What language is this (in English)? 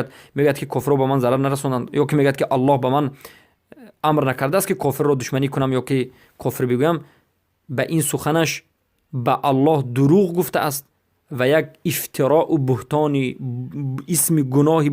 Persian